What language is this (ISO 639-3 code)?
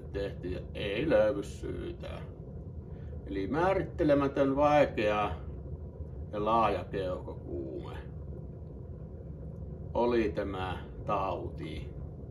fin